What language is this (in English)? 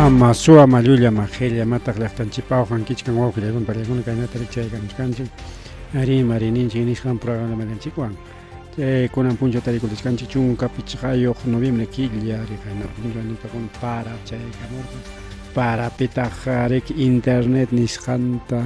Ayacucho Quechua